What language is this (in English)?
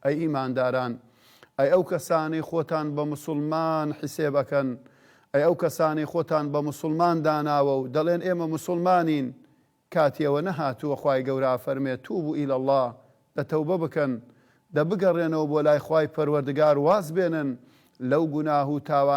Central Kurdish